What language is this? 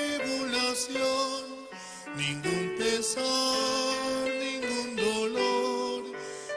Aymara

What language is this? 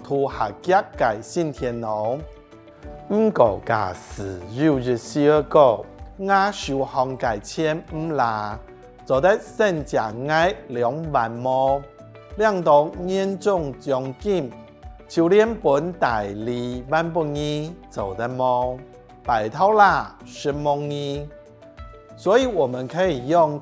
Hakka Chinese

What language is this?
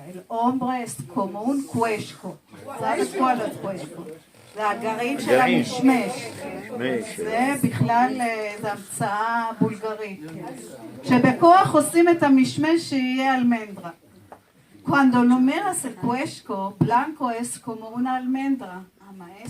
Ladino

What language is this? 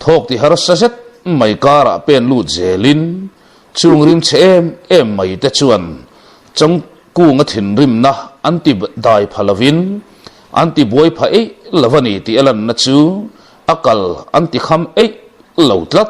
Mizo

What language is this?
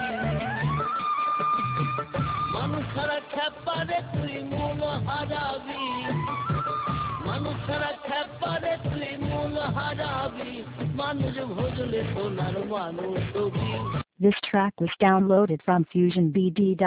Bangla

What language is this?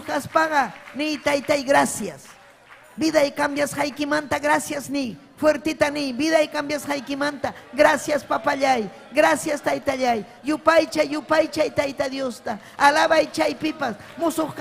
Ayacucho Quechua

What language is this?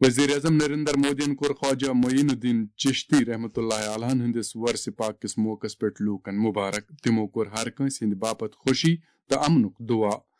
Kashmiri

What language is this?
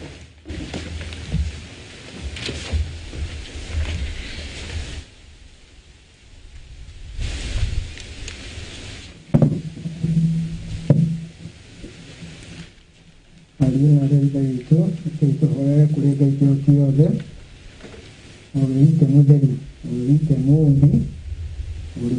Kikuyu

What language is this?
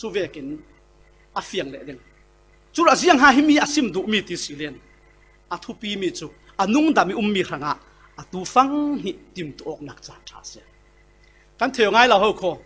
Falam Chin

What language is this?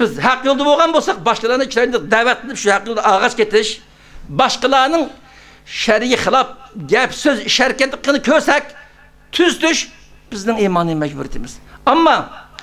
Uyghur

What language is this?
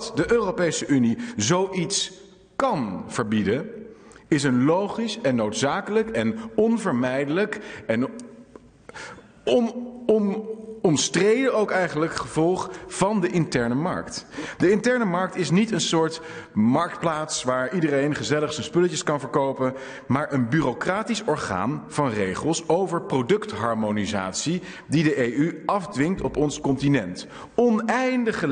Dutch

